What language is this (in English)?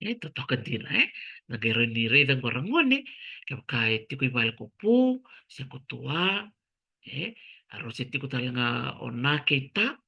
Fijian